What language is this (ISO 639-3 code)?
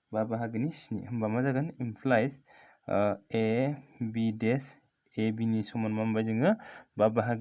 brx